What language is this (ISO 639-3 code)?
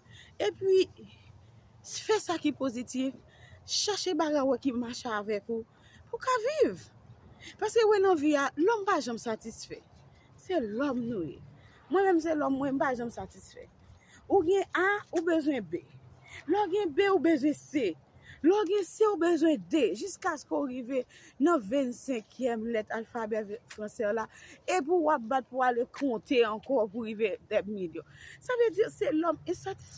hat